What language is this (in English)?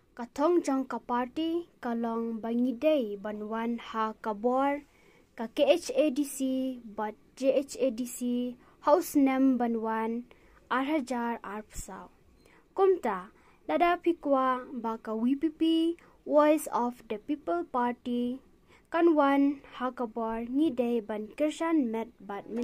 Khasi